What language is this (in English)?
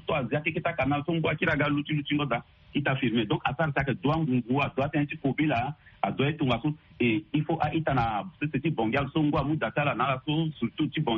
Sango